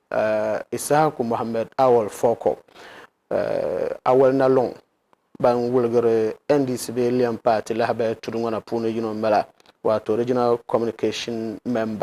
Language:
Dagbani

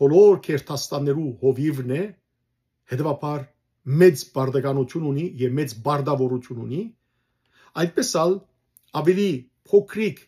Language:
Western Armenian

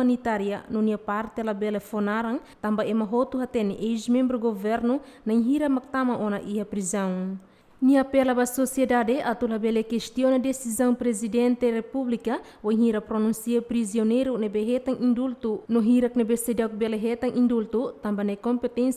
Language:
Tetum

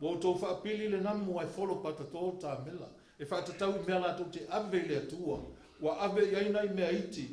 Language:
Samoan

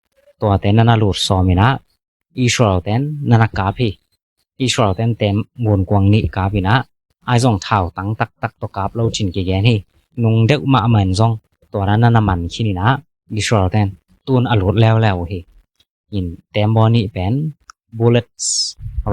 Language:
Tedim Chin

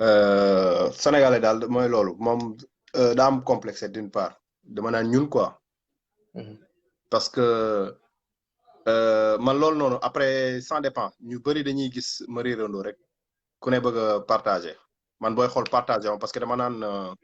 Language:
Wolof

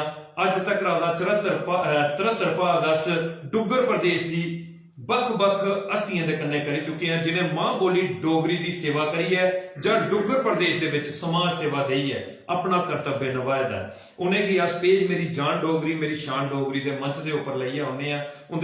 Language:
Dogri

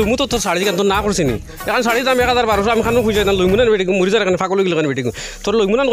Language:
Sylheti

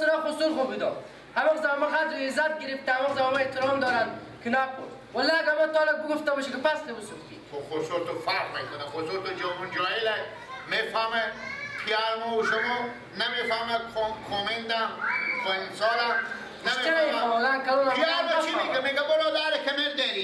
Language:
Persian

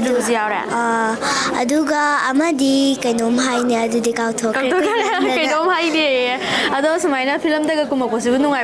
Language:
Manipuri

